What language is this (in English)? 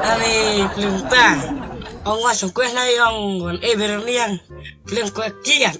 Khasi